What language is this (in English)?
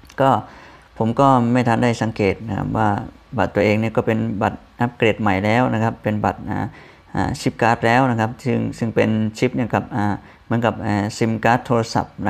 Thai